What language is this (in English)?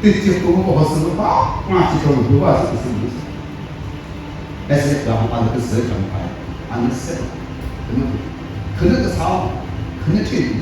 Chokri Naga